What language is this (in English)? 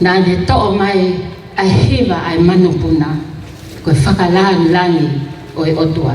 Tongan